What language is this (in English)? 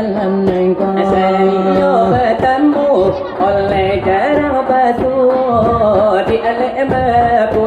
Minangkabau